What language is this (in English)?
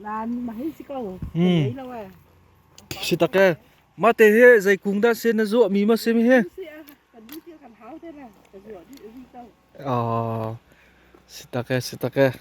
Hakha Chin